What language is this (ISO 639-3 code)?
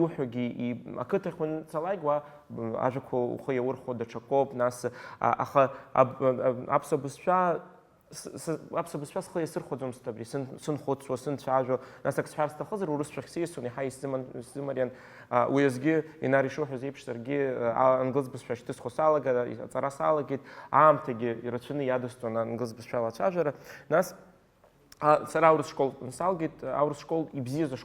abk